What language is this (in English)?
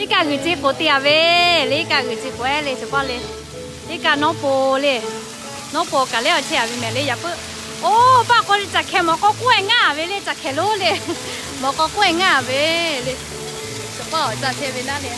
Lahu